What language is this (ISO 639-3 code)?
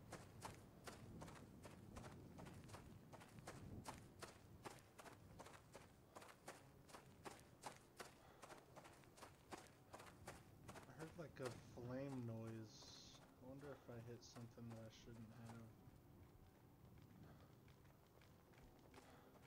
eng